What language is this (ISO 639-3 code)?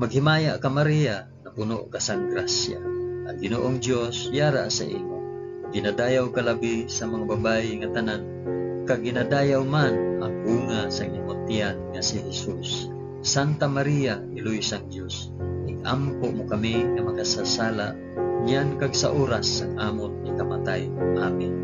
hil